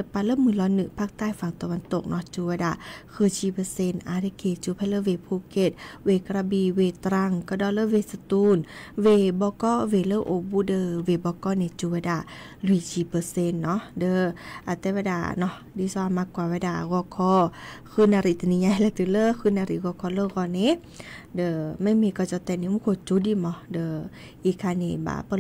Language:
S'gaw Karen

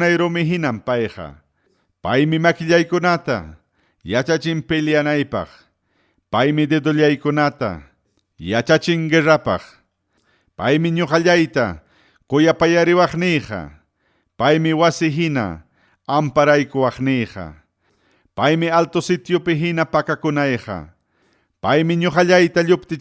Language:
Ayacucho Quechua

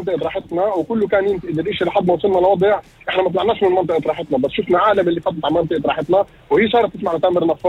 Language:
North Levantine Arabic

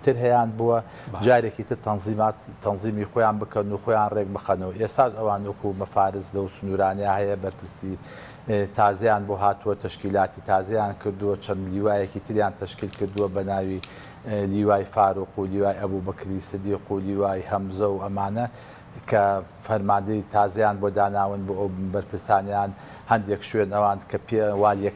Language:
Central Kurdish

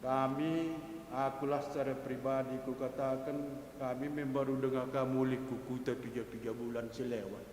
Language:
Batak Karo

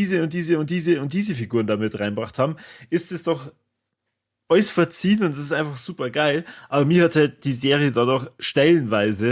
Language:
Bavarian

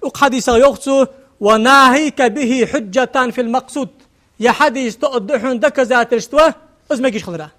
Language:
Ingush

